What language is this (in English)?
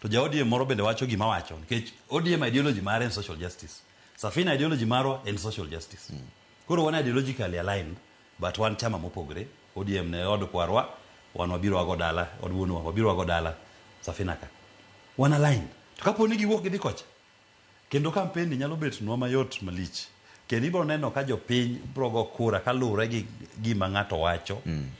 Luo (Kenya and Tanzania)